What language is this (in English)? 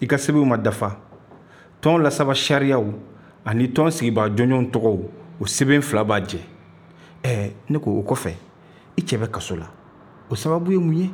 Bambara